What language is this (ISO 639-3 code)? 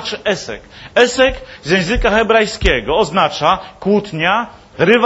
pol